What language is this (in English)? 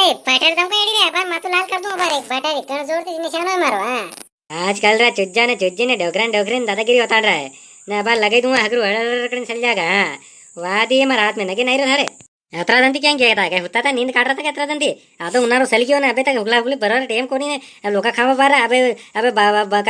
Rajasthani